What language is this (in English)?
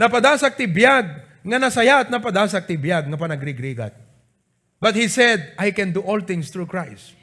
Iloko